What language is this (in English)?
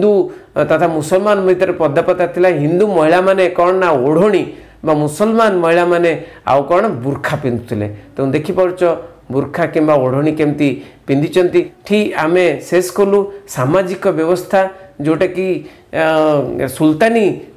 Odia